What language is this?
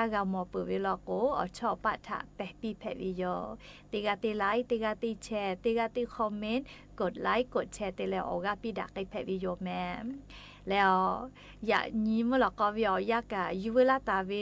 Lahu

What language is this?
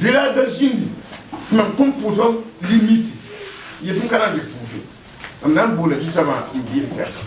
Mossi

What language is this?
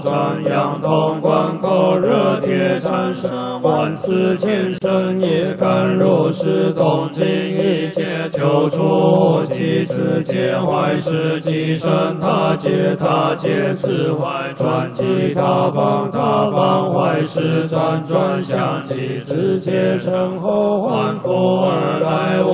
Chinese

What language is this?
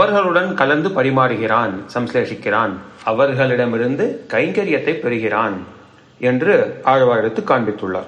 Tamil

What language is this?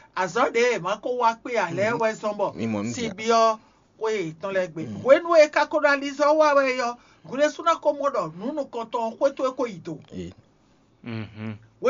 Fon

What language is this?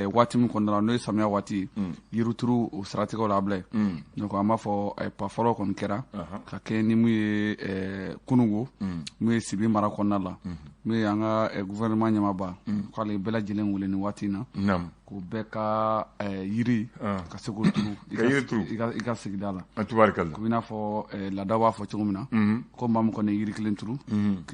Bambara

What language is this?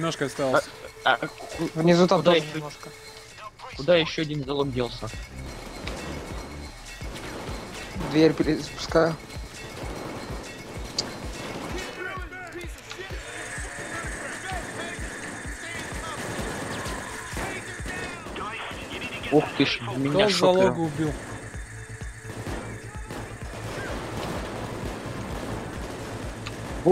Russian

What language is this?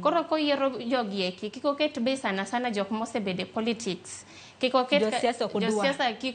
Luo (Kenya and Tanzania)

